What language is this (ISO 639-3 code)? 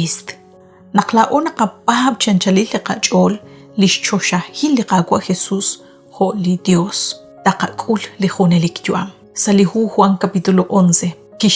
kek